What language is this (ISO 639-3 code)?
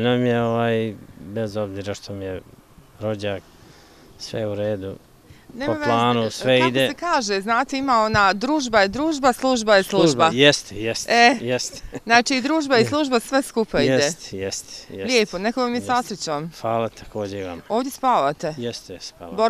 bos